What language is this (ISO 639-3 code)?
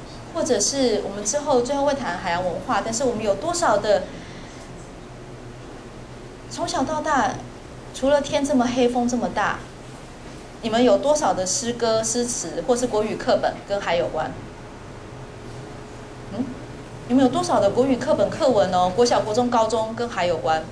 zho